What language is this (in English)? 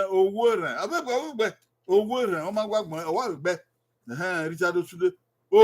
Bini